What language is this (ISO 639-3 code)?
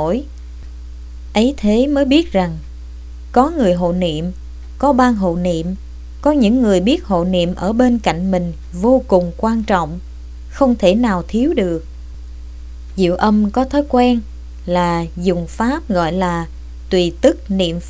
vie